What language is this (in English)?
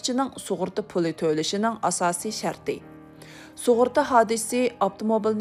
Uyghur